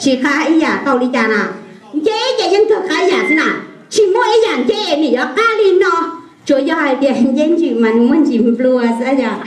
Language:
Hmong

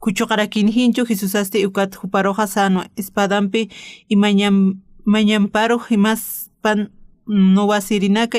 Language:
Aymara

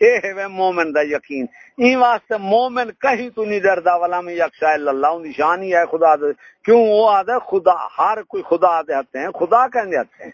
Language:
Saraiki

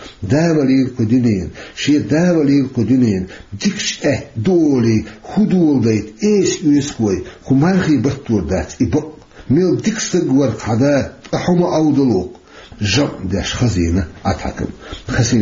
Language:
Chechen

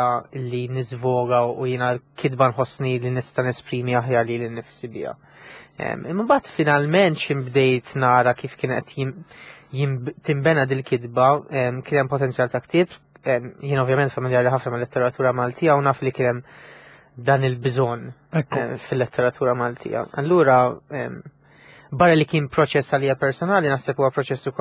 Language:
Maltese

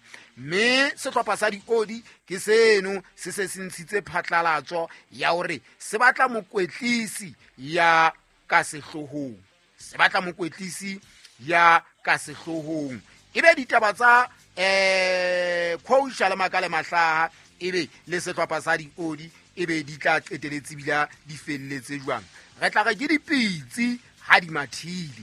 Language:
Southern Sotho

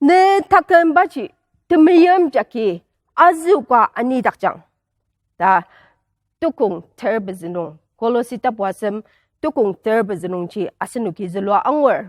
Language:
Ao Naga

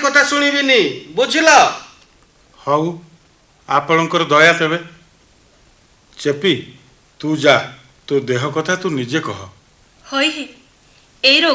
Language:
Odia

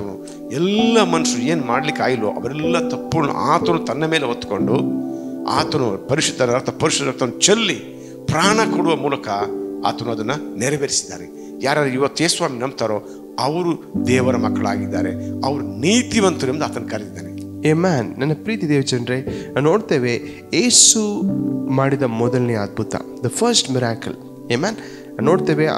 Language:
Kannada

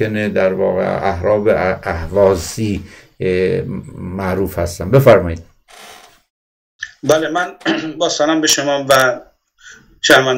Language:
Persian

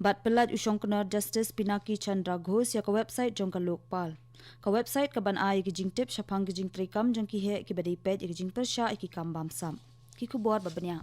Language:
Khasi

